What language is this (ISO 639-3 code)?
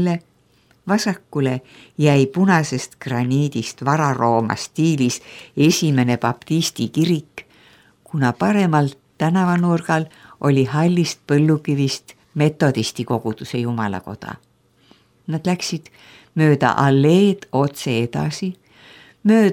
est